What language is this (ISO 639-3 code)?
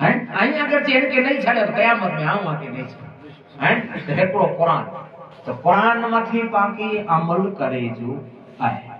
snd